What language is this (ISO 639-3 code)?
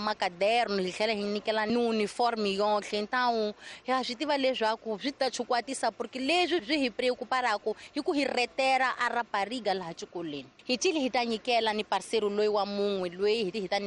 tso